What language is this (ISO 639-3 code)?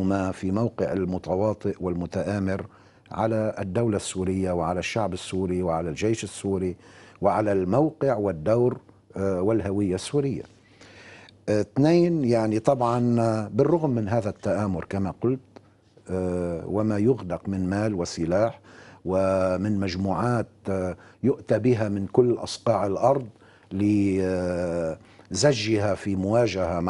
ara